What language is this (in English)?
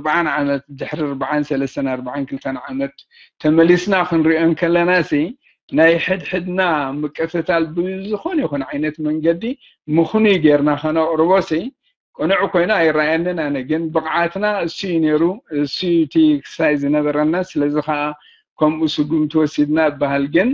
Tigrinya